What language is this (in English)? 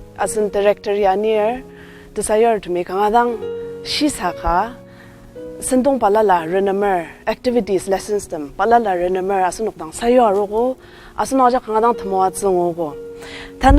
Ao Naga